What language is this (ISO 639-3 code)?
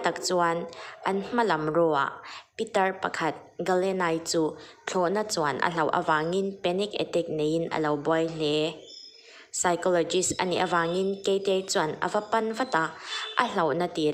lus